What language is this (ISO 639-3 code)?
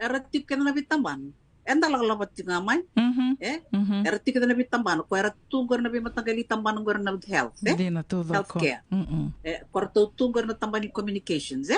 fij